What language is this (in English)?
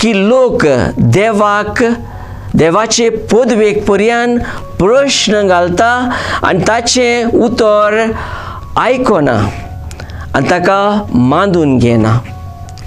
Konkani